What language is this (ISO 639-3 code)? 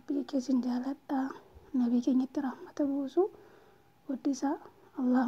orm